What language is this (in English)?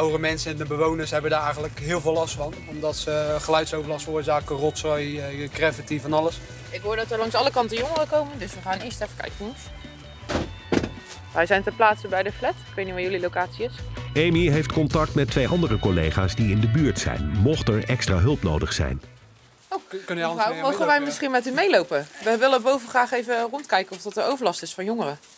Dutch